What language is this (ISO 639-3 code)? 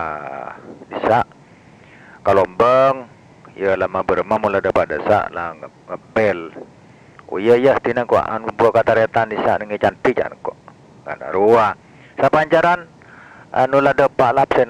mad